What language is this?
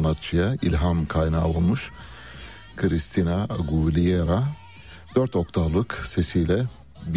Turkish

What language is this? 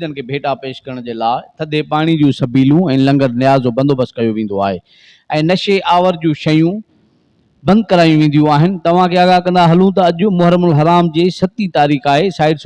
Sindhi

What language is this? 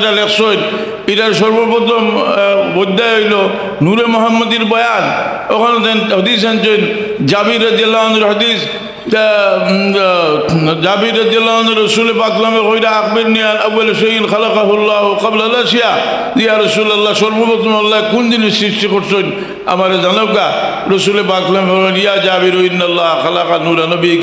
Sylheti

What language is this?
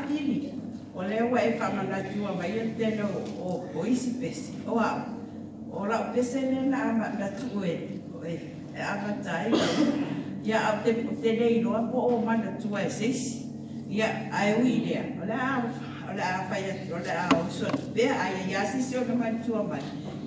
Samoan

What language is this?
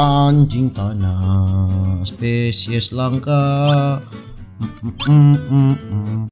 Manado Malay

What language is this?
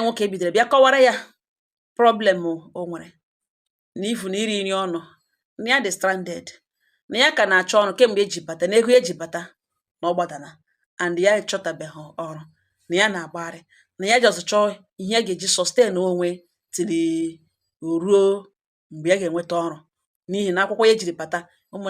Igbo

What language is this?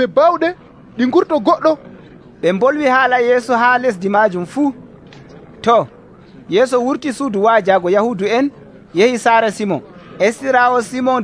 Nigerian Fulfulde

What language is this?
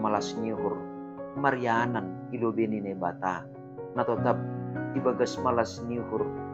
Batak Simalungun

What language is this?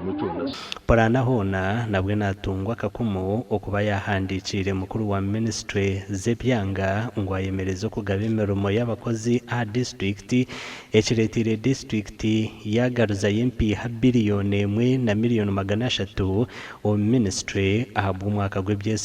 Nyankole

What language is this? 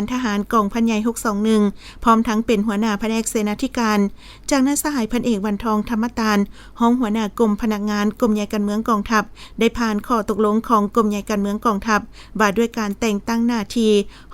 Lao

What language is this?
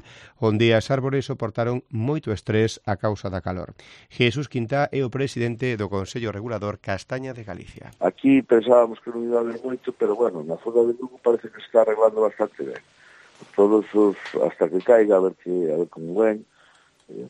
Galician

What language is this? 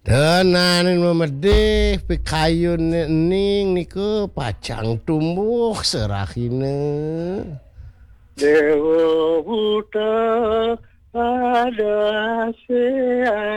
Balinese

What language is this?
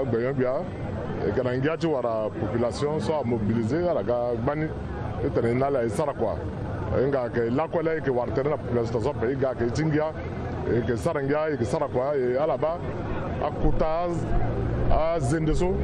Sango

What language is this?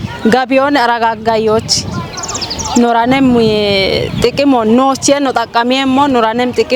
Kafa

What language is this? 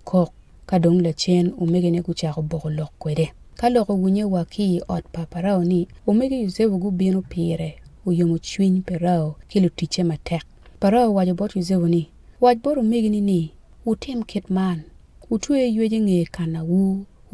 Acoli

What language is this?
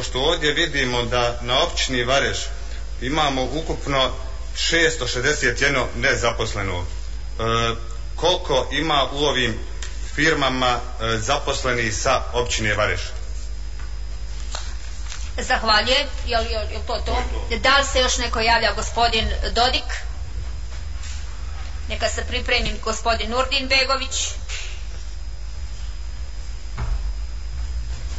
Bosnian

